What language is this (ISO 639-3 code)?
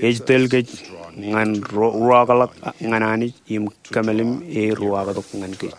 mah